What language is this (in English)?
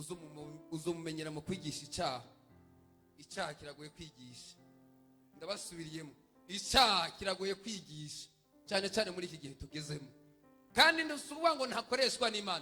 Rundi